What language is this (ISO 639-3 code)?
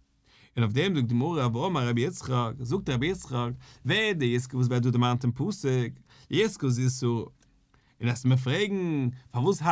yid